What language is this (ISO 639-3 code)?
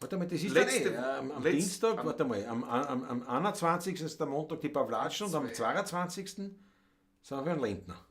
bar